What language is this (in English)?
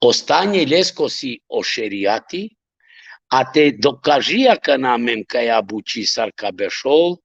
Balkan Romani